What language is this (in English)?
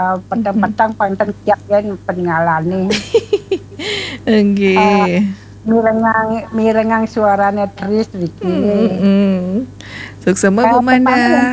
Balinese